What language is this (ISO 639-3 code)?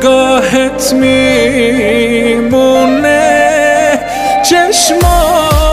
fas